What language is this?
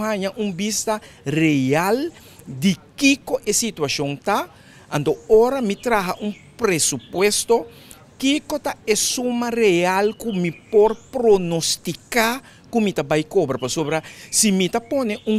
Papiamento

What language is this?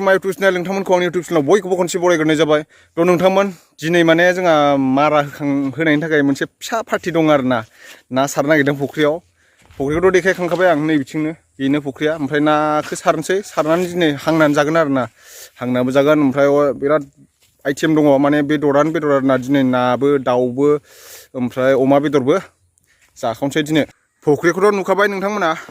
Bodo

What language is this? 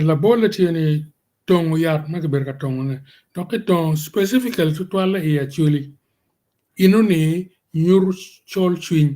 Acoli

